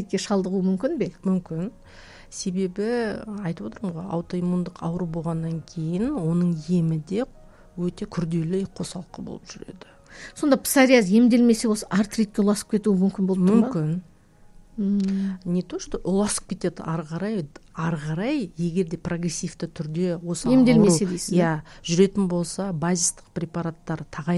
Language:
Kazakh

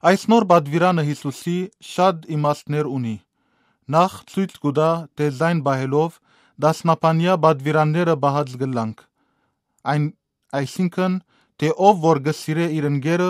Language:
Western Armenian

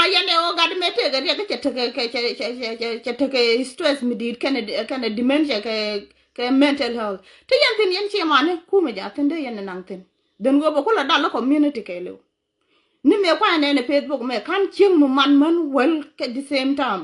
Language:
Nuer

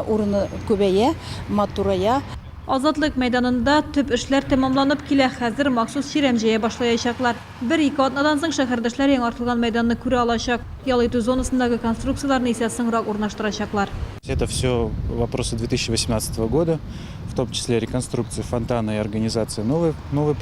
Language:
Tatar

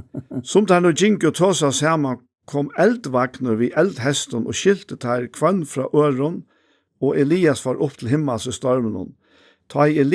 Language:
Faroese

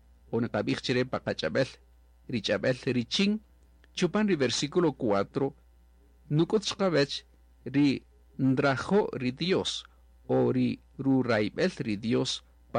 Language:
Kaqchikel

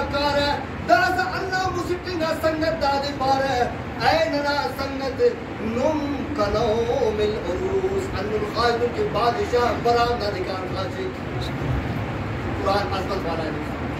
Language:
Brahui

